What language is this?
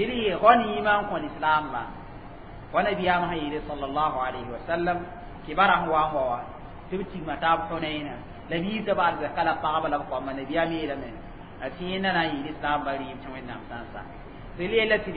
Mossi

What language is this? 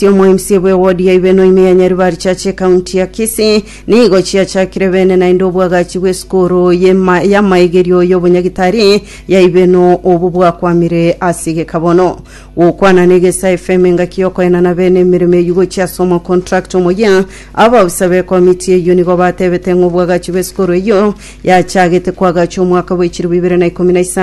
Gusii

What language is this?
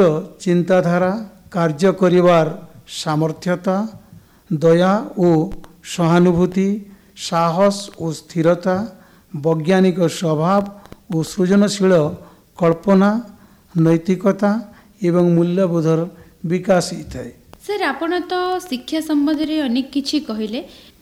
Odia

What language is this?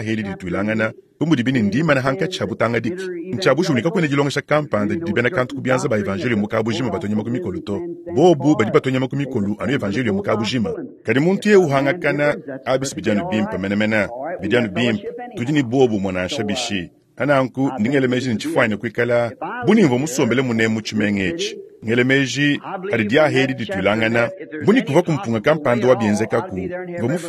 Luba-Lulua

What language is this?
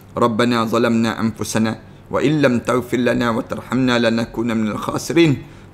Malay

